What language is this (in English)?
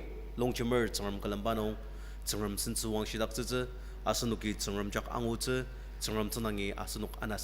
Ao Naga